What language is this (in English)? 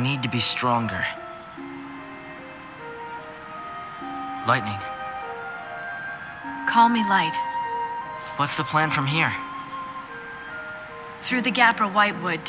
English